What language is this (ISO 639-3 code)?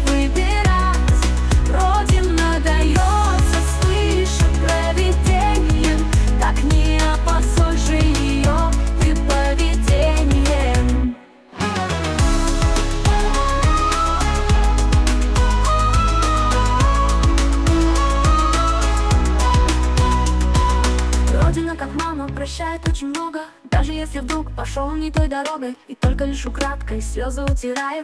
rus